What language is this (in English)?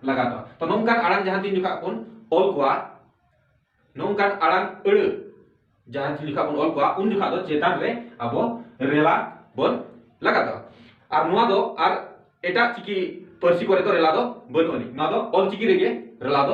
Santali